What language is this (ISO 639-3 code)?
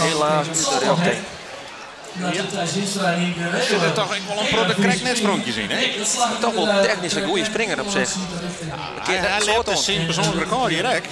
fry